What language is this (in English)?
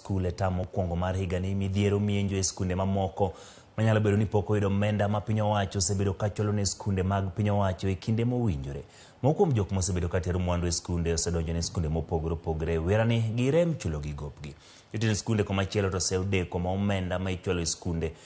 Luo (Kenya and Tanzania)